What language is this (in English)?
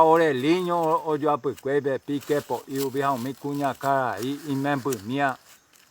Guarani